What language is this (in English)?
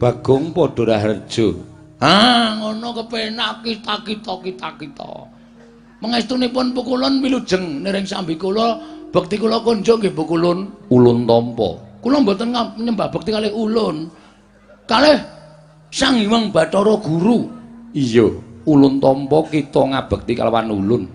Javanese